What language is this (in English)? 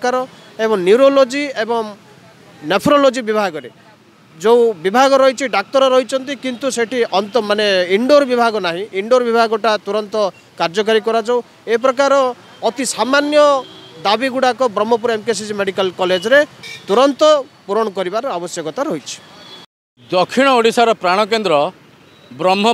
Odia